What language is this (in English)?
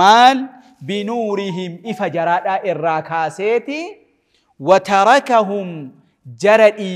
Oromo